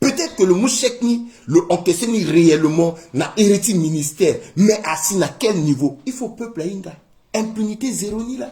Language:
Sango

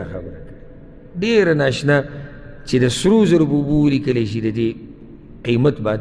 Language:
Pashto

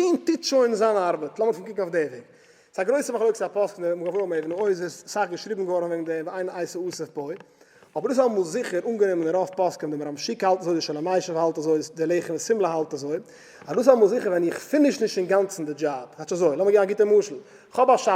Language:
Yiddish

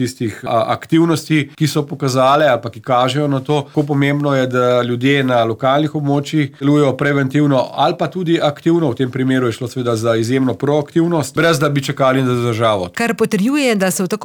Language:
Slovenian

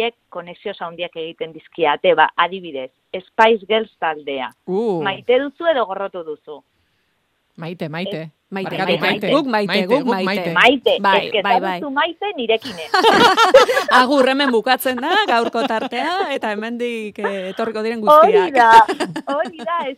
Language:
Basque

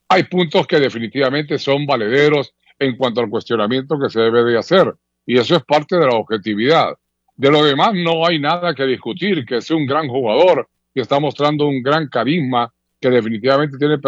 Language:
Spanish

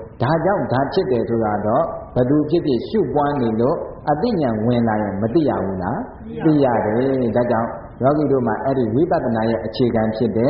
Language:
Burmese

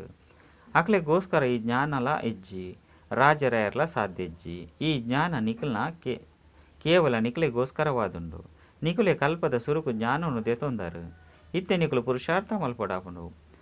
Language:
Tulu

